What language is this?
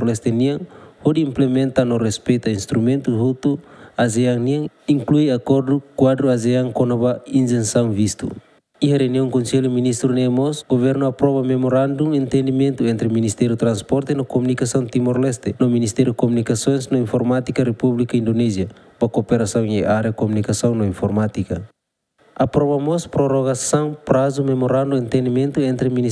Tetum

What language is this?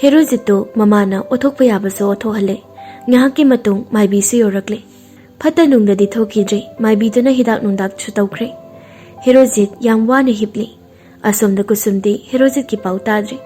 Manipuri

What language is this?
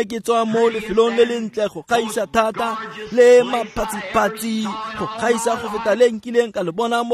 Tswana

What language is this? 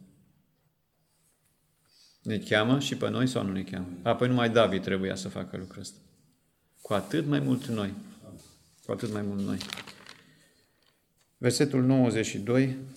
Romanian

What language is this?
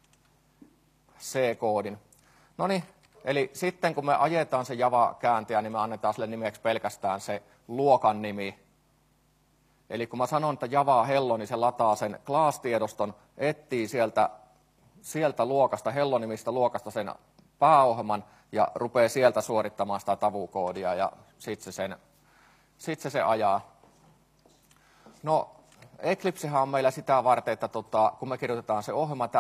Finnish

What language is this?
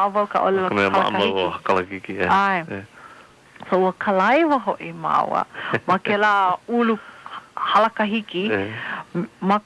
Hawaiian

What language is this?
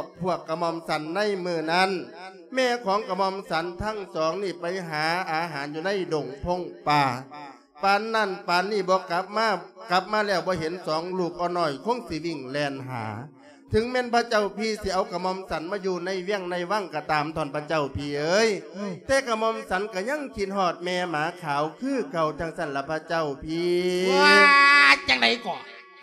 Lao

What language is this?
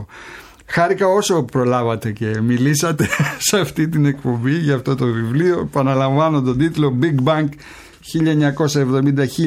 Greek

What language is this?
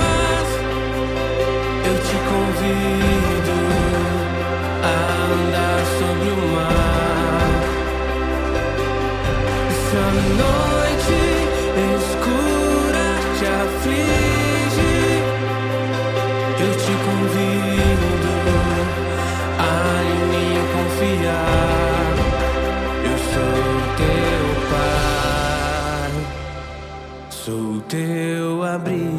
Portuguese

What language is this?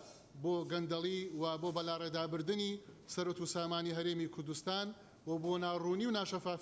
Central Kurdish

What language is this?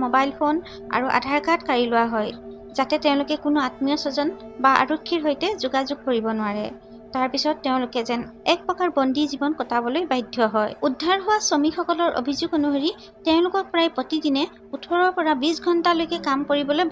Assamese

